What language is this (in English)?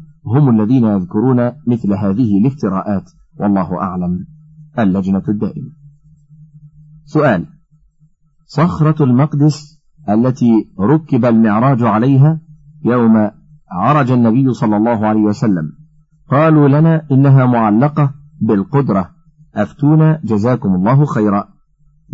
Arabic